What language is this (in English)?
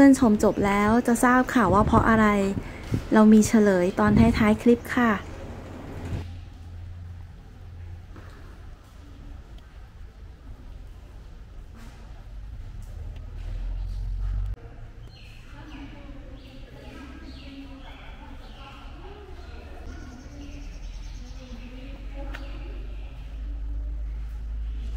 Thai